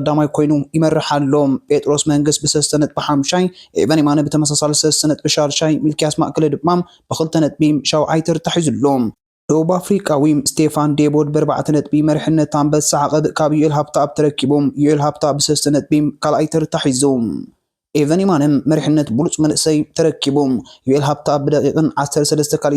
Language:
Tigrinya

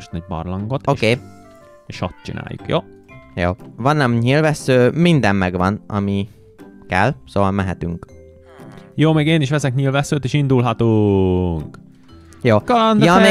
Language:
Hungarian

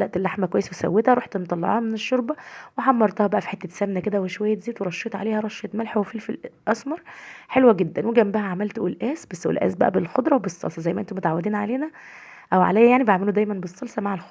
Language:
Egyptian Arabic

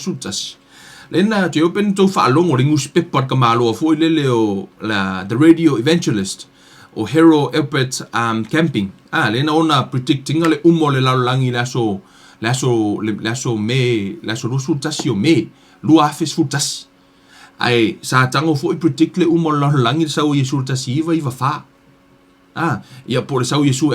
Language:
Samoan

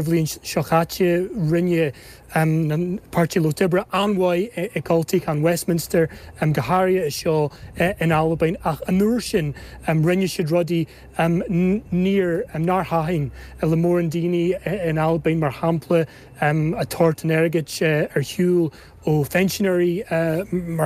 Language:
Irish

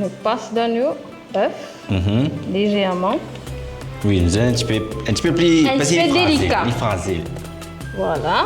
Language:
Morisyen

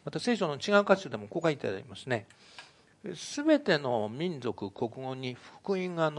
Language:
Japanese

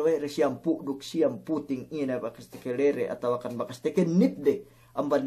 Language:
Yakan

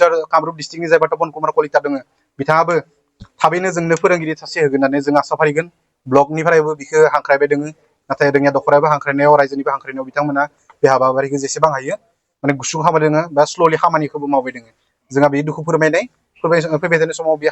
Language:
Bodo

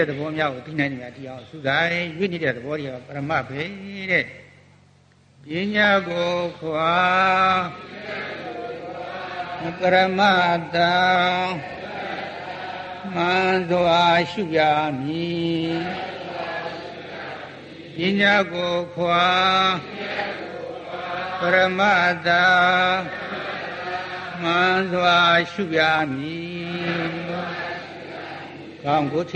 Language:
Burmese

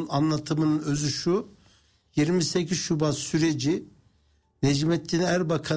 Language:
Turkish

